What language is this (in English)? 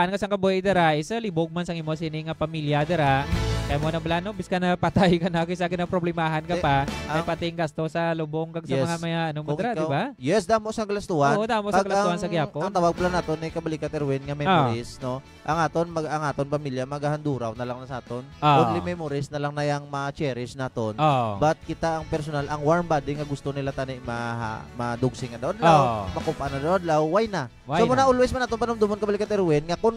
Hiligaynon